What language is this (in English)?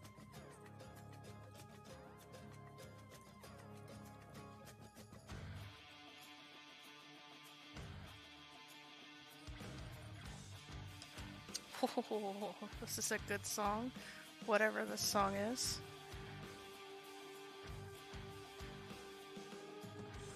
English